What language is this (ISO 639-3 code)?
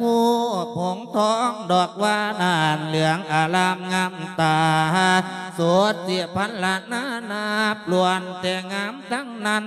lao